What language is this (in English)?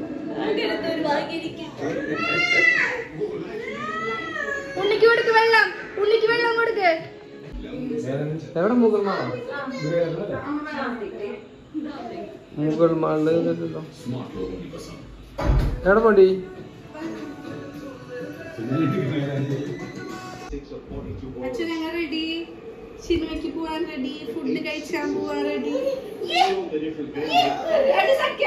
Malayalam